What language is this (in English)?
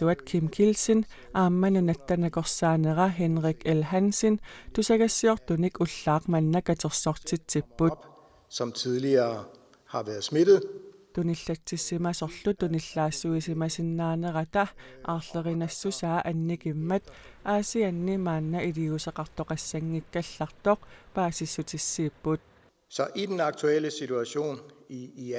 Kalaallisut